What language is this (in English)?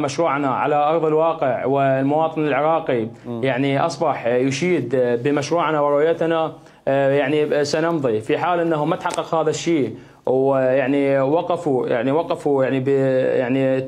Mesopotamian Arabic